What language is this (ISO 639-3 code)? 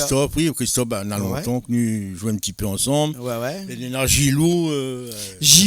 rcf